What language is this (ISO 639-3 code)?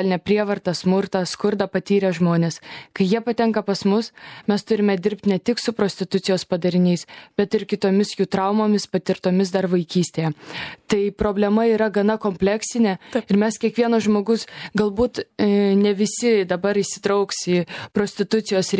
lit